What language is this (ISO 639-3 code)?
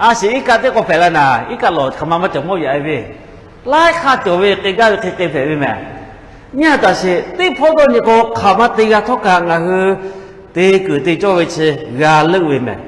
lhu